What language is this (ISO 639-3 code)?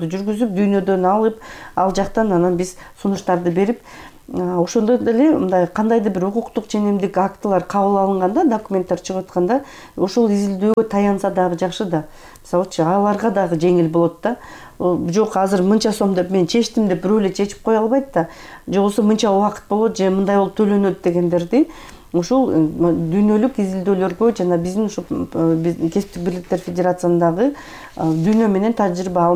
kir